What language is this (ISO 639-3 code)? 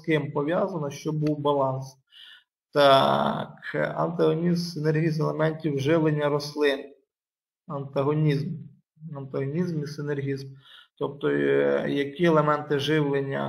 ukr